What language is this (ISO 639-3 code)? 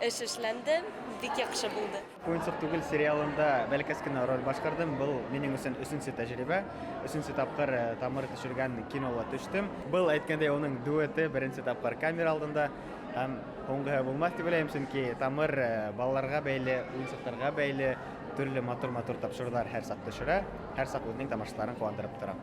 bak